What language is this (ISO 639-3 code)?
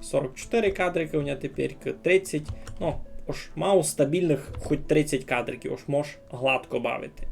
rue